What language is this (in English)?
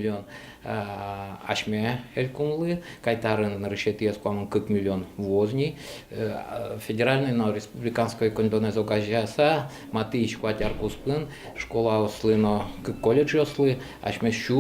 Udmurt